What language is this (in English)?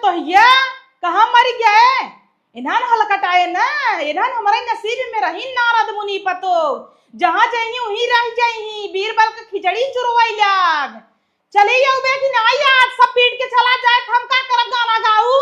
Awadhi